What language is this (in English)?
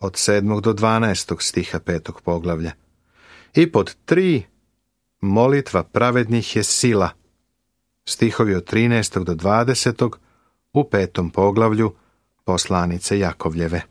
Serbian